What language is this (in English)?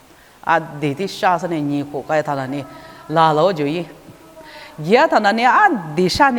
Lisu